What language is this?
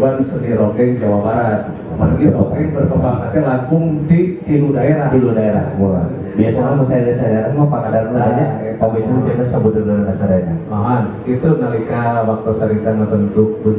Sundanese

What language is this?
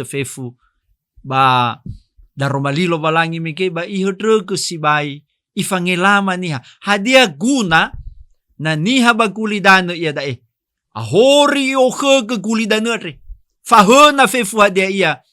Nias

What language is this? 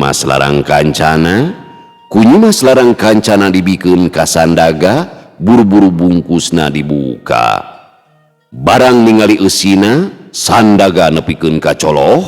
Sundanese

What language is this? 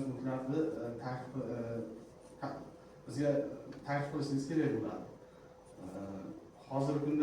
Uzbek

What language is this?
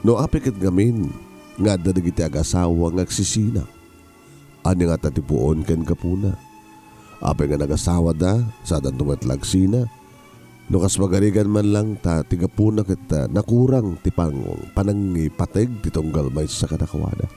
Iloko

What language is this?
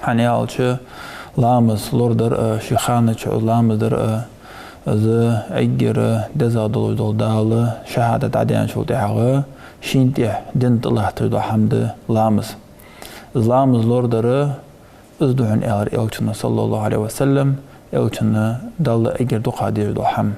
Ingush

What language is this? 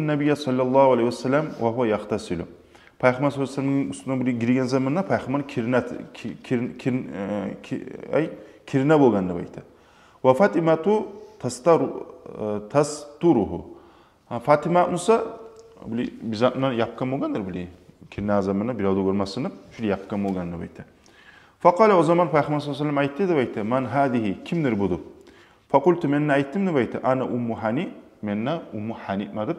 Kumyk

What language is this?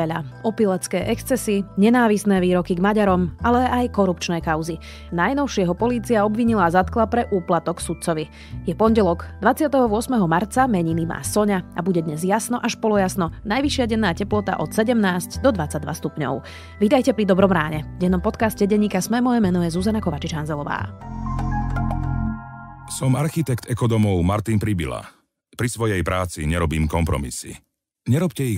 Slovak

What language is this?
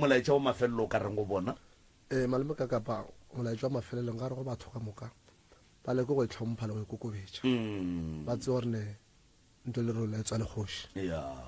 Northern Sotho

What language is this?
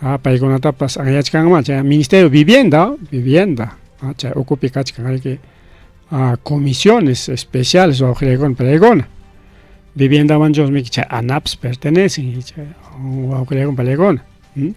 Ayacucho Quechua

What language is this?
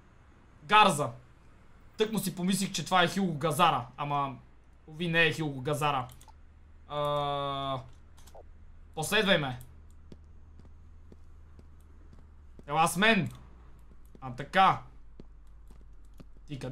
Bulgarian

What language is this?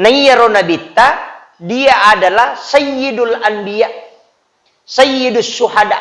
Buginese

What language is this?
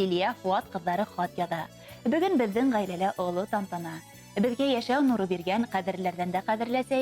Bashkir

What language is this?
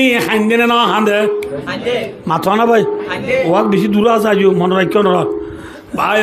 Rohingya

